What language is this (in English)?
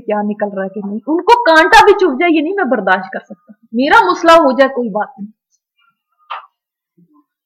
Urdu